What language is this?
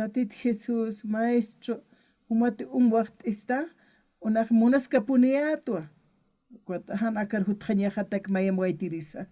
Aymara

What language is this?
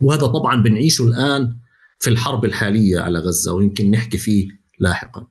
North Levantine Arabic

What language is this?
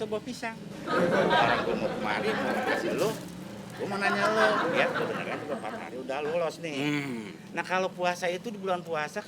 Betawi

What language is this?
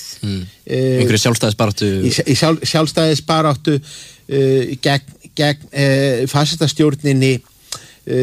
Icelandic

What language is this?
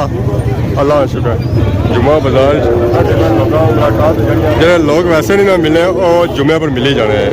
Pahari-Potwari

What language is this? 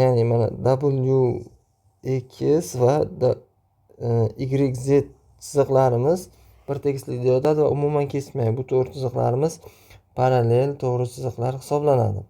Uzbek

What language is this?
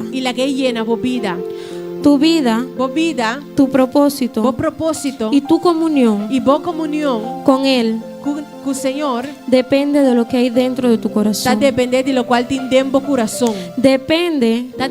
Papiamento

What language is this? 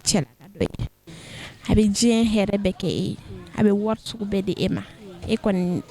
Bambara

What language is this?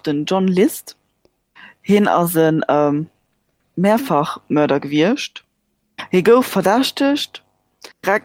Luxembourgish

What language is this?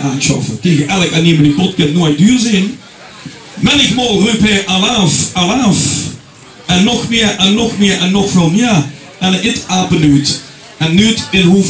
Limburgish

